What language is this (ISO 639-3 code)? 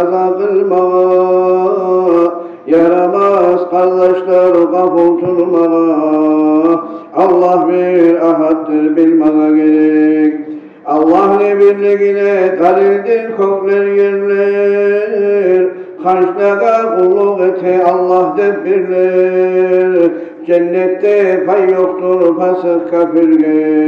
kum